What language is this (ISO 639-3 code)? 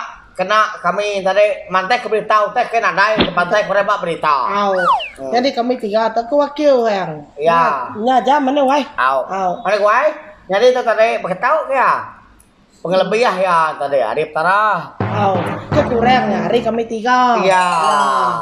iba